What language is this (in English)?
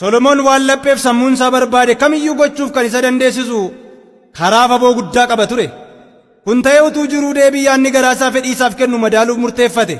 Oromo